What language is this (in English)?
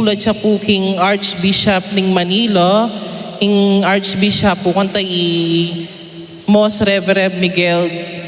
Pampanga